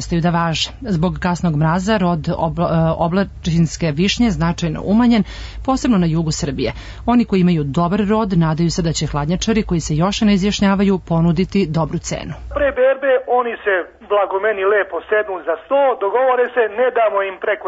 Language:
Serbian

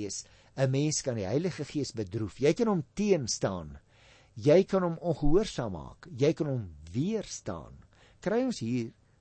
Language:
Afrikaans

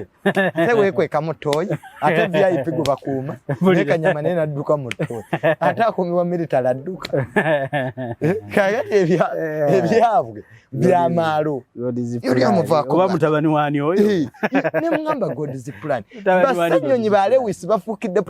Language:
Ganda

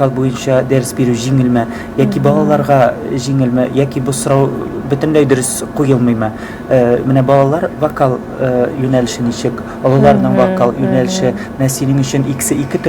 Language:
Tatar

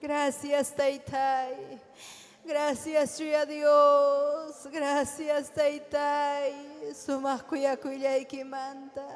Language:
Ayacucho Quechua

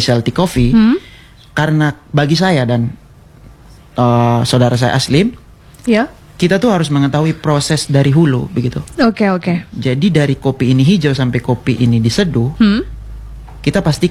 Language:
Indonesian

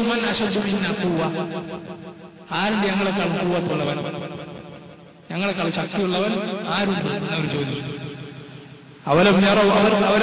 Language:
Malayalam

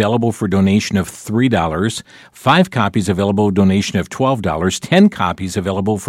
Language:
English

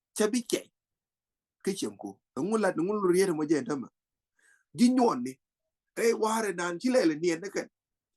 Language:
Nuer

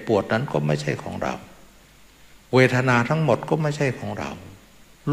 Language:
Thai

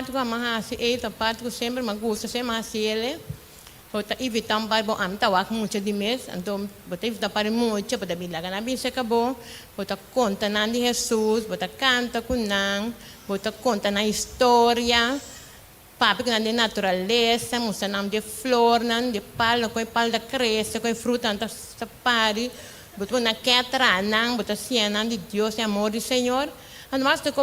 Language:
Papiamento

